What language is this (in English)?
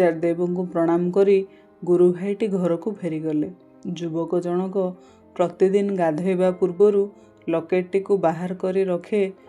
Odia